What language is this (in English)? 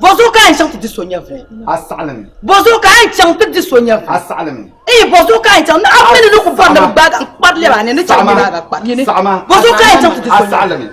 Dagbani